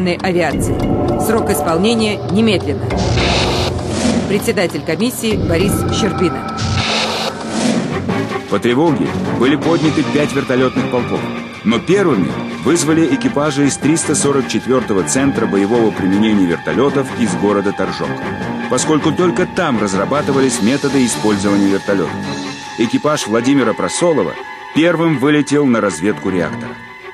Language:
Russian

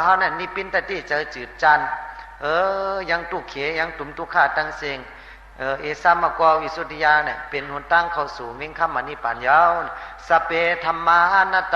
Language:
Shan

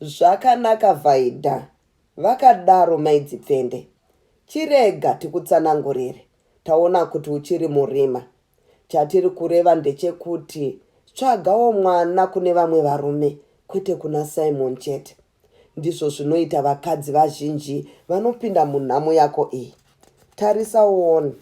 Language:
Shona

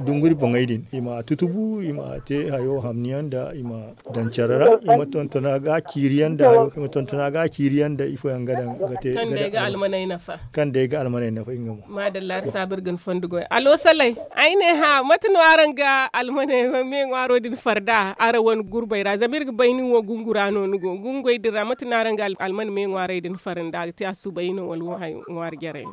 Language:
Zarma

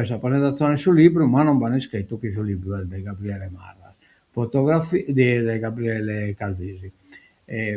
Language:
Sardinian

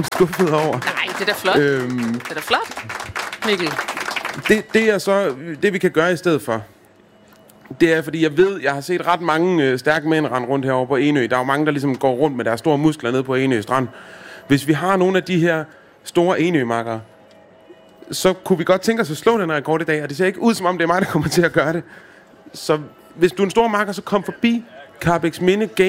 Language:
Danish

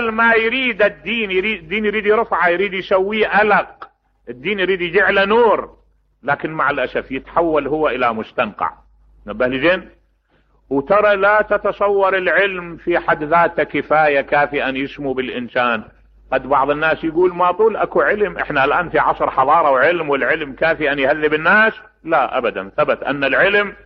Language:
Mesopotamian Arabic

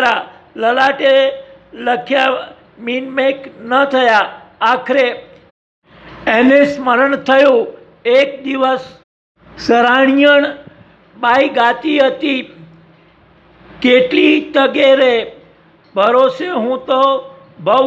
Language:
Gujarati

